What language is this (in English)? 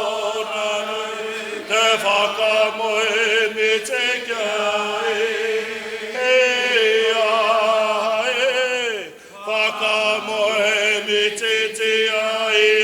Māori